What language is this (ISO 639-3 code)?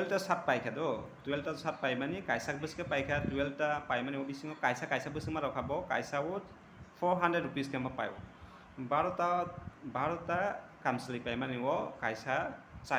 trp